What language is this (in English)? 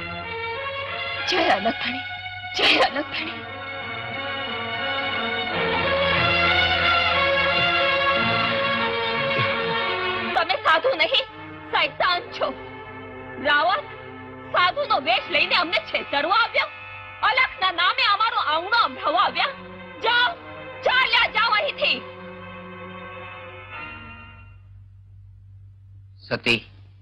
Gujarati